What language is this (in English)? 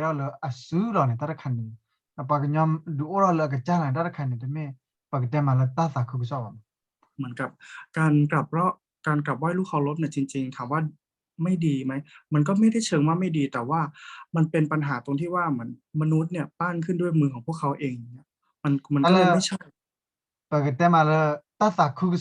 S'gaw Karen